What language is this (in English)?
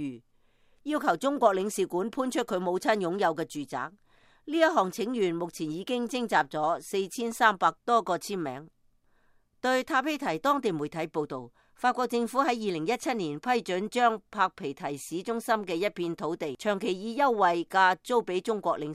Cantonese